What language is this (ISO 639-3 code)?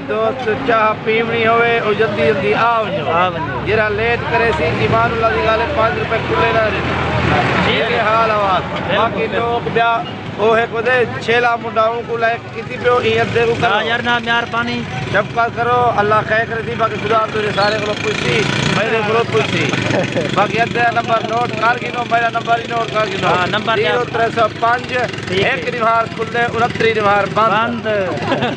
skr